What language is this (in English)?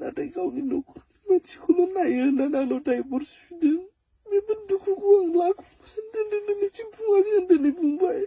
Bodo